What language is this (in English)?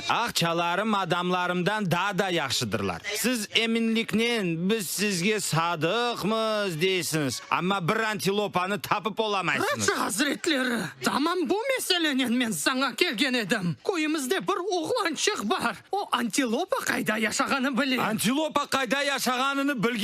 Crimean Tatar